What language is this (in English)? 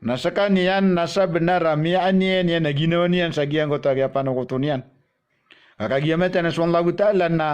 Maranao